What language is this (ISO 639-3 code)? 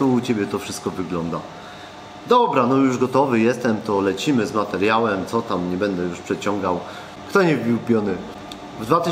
pol